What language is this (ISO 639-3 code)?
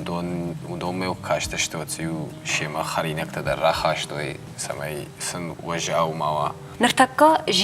oss